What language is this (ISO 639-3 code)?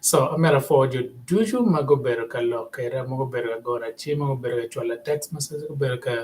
ach